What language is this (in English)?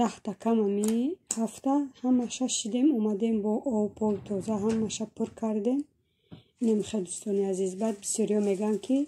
Tajik